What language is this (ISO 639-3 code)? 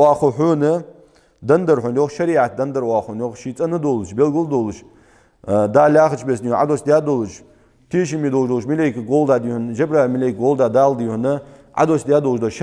inh